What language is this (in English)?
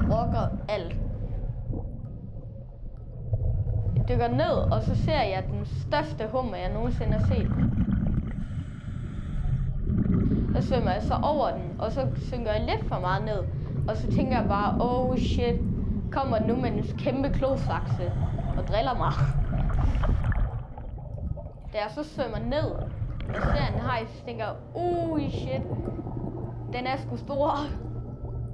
Danish